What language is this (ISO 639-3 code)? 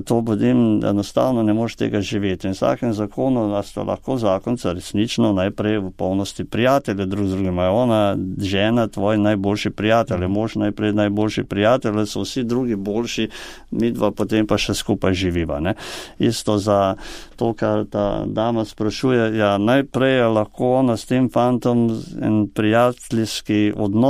slv